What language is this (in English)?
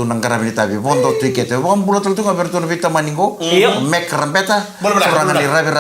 Fijian